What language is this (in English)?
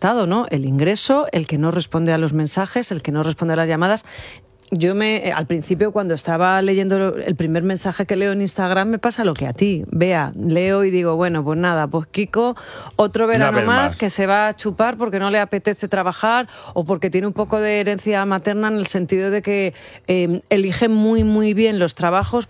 Spanish